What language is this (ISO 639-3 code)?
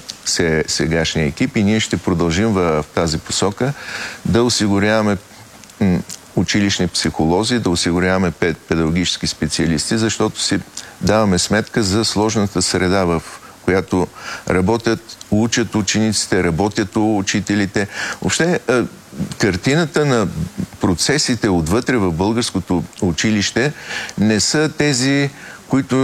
bul